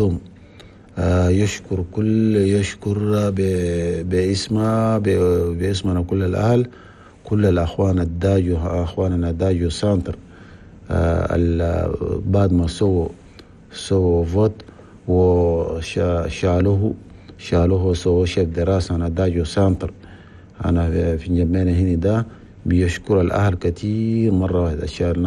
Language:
Chadian Arabic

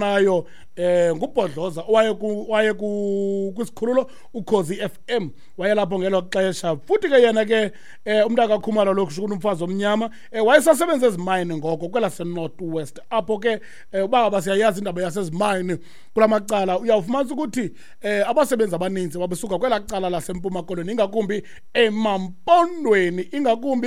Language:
Xhosa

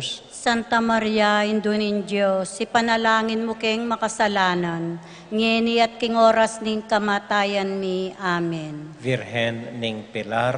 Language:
Pampanga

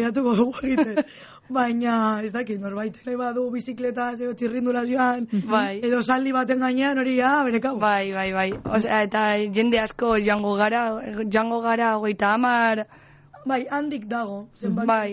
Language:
Basque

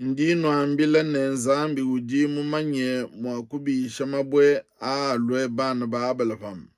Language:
Luba-Lulua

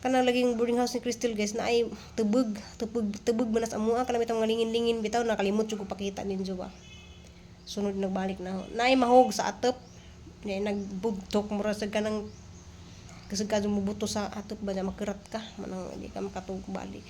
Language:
Cebuano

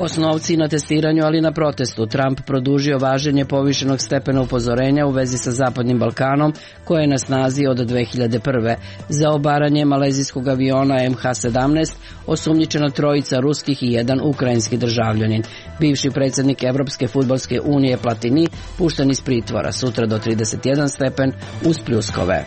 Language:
Serbian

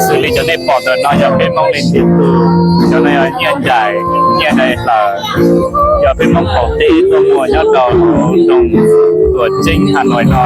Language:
Hmong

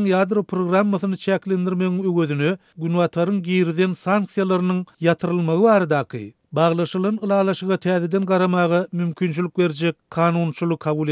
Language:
Turkmen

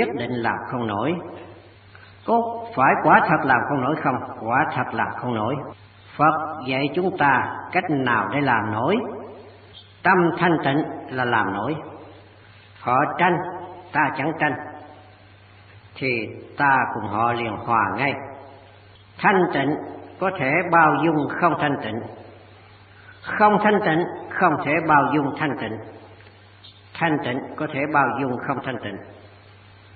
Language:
Vietnamese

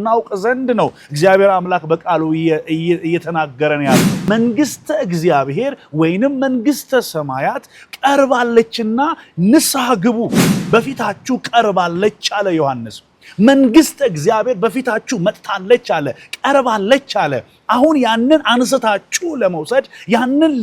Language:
Amharic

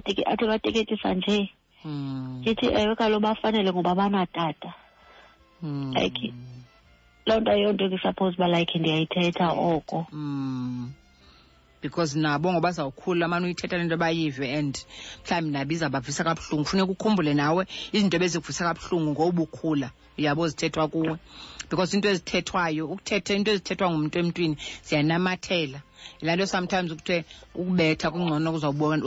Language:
Xhosa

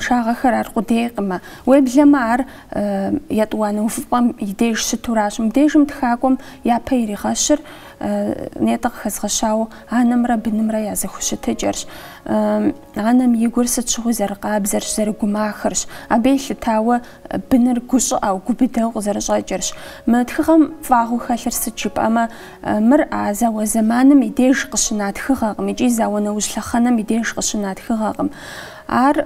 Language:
Kabardian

